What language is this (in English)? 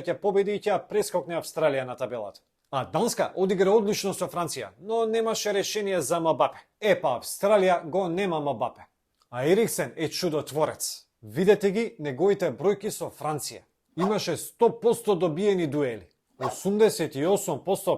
Macedonian